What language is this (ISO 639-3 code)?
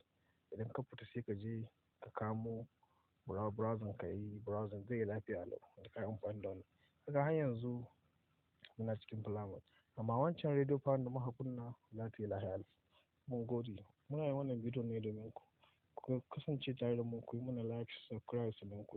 hau